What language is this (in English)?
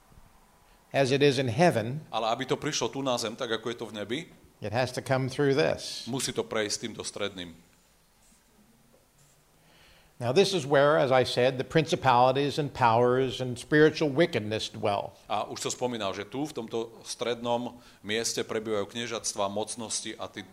Slovak